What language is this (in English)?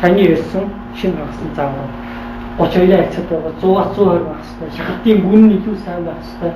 Mongolian